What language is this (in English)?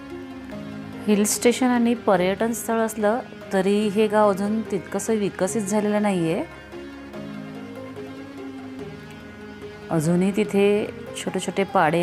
Marathi